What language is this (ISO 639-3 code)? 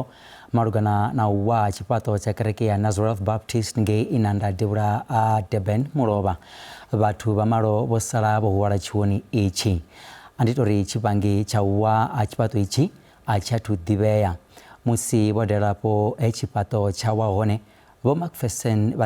ven